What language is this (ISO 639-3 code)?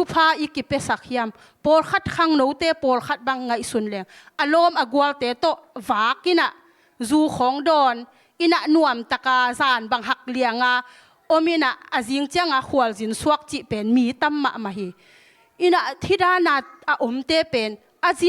ctd